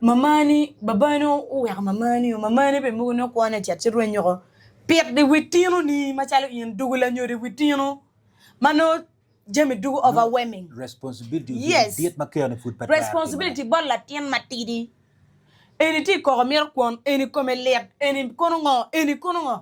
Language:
Acoli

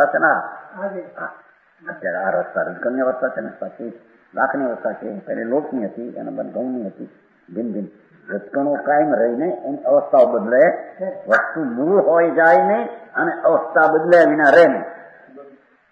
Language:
Gujarati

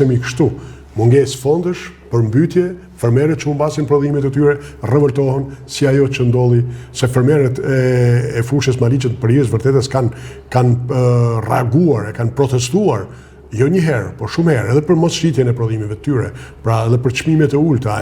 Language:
Albanian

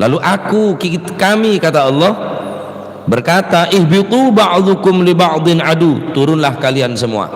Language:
Madurese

